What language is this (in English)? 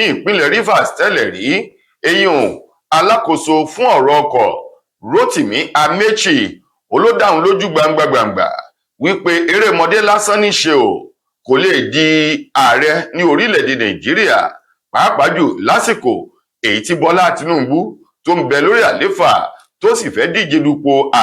Yoruba